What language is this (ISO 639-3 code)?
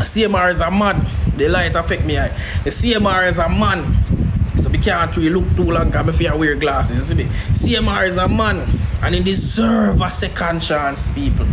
jam